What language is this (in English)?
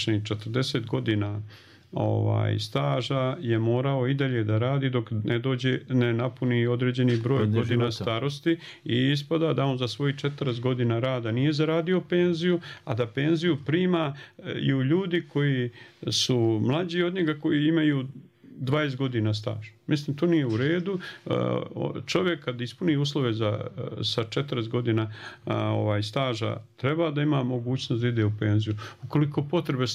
Bosnian